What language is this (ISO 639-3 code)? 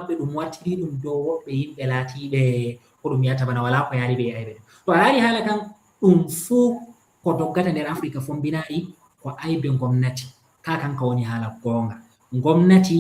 ful